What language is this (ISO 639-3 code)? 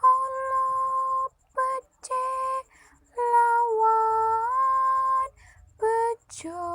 jav